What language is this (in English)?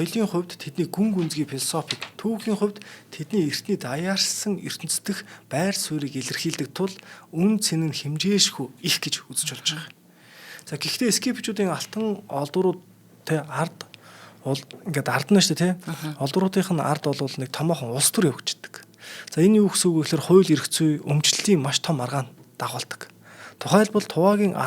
Mongolian